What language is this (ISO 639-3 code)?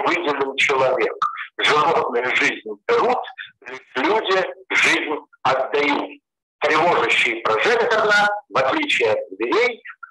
rus